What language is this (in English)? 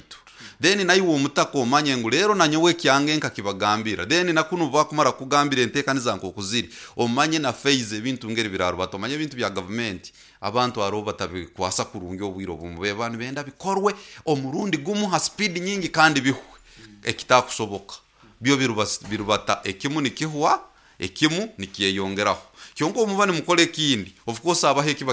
Nyoro